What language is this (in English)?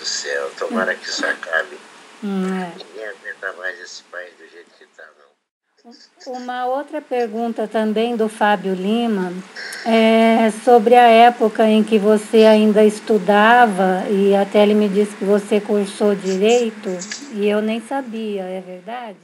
Portuguese